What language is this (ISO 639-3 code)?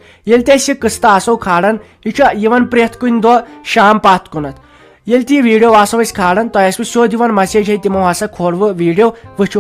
kas